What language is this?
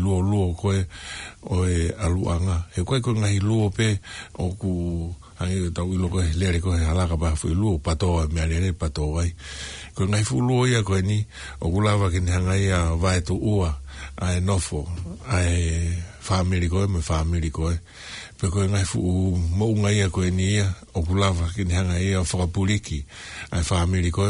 Tongan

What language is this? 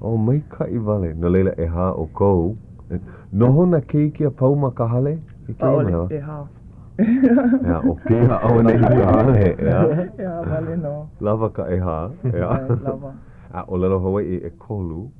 Hawaiian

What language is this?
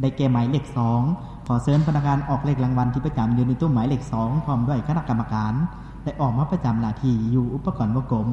Lao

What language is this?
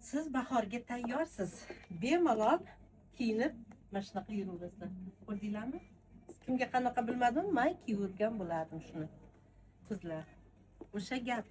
Uzbek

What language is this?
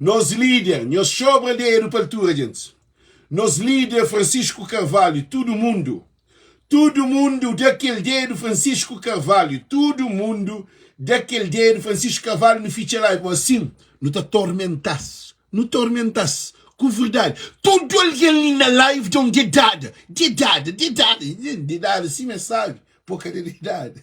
Kabuverdianu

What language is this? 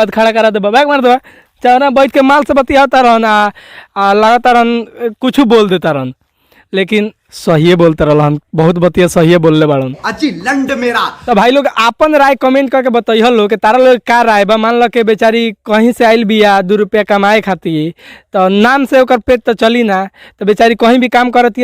Bhojpuri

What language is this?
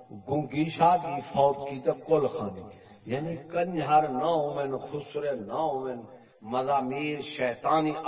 Saraiki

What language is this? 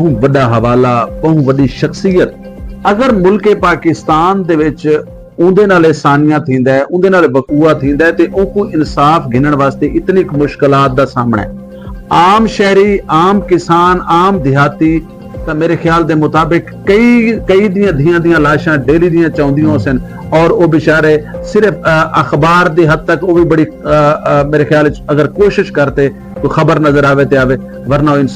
Saraiki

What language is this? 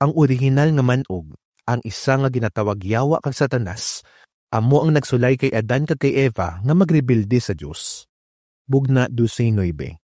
Hiligaynon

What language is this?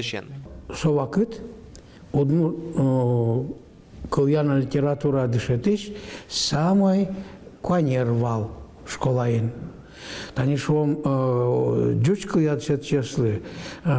Udmurt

